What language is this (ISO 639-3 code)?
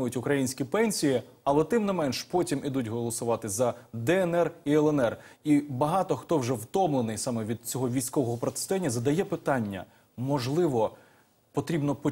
ukr